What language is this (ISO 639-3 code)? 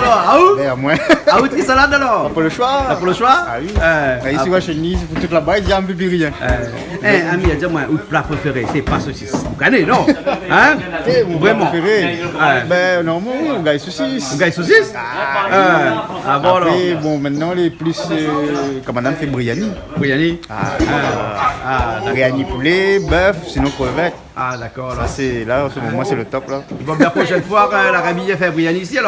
rcf